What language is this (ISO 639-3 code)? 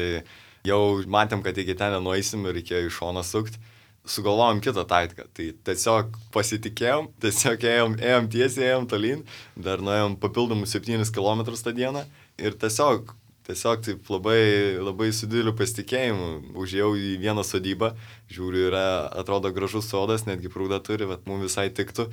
lit